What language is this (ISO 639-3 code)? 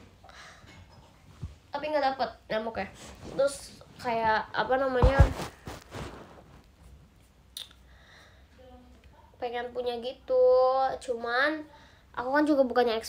ind